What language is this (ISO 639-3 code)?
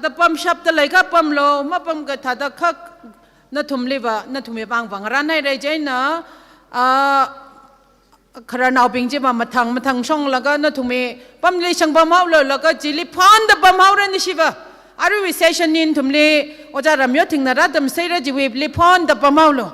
nmf